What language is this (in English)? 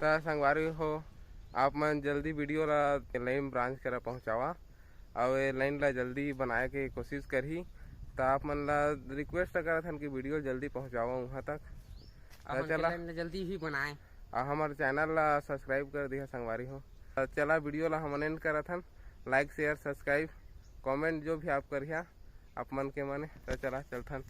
Chhattisgarhi